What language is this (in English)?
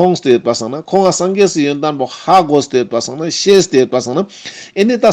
Ladakhi